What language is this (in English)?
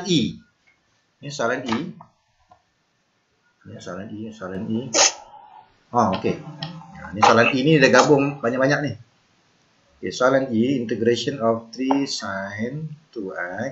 Malay